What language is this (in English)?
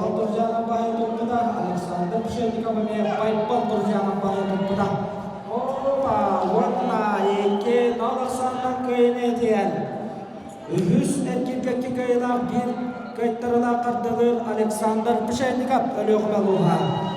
Yakut